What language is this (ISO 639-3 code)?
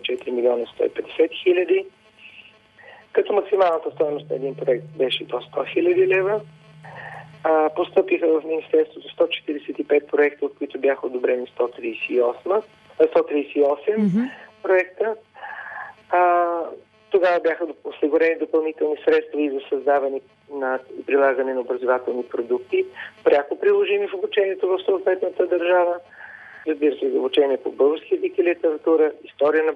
bul